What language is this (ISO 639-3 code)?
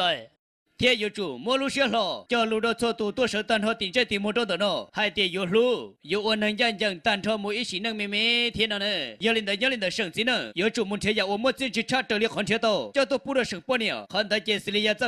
hmn